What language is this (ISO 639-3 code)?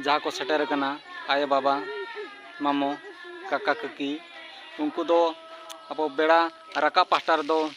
sat